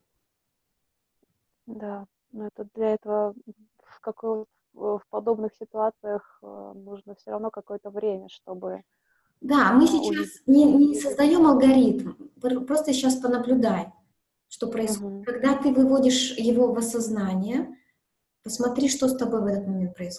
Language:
Russian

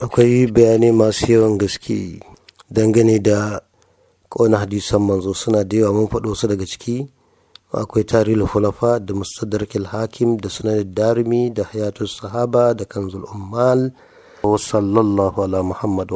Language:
Hausa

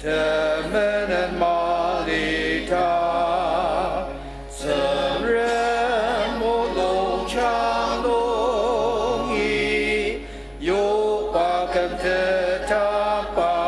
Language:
Ao Naga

